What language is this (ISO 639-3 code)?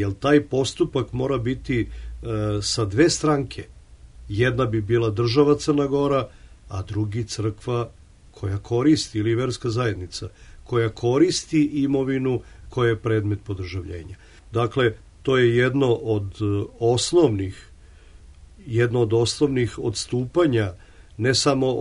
srp